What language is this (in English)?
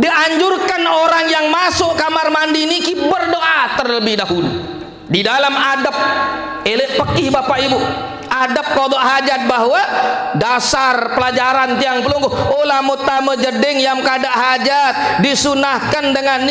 Sasak